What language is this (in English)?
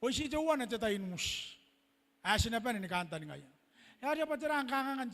Gilbertese